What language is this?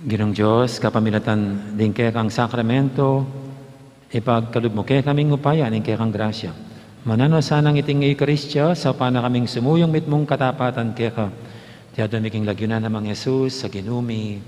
Pampanga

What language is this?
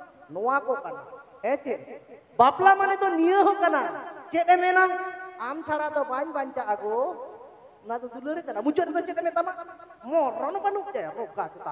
Santali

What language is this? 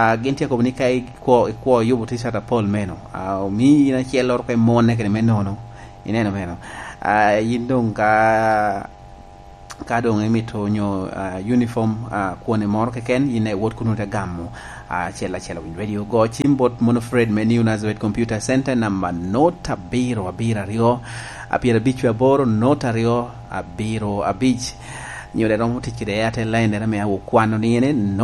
Lango (Uganda)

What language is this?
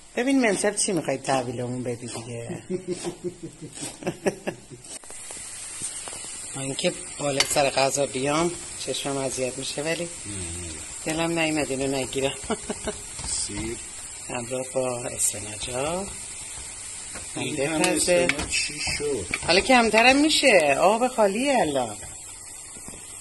Persian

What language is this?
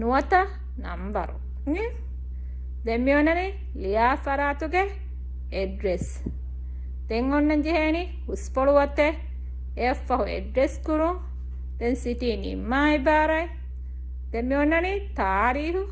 Divehi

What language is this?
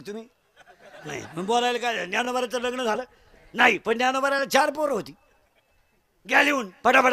Marathi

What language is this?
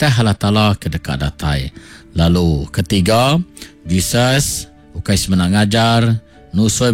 Iban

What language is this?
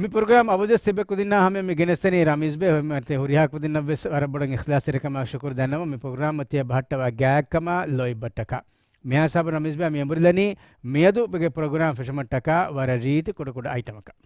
Divehi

